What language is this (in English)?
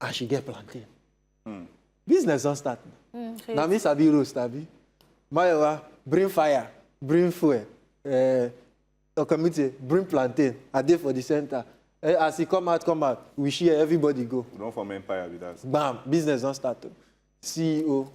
Nigerian Pidgin